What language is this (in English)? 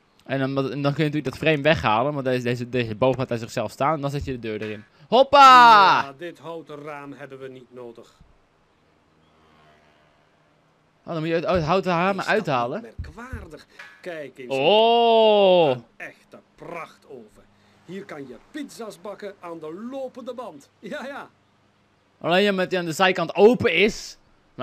Dutch